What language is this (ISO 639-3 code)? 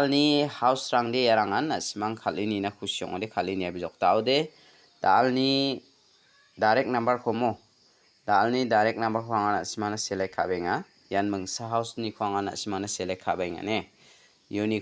grt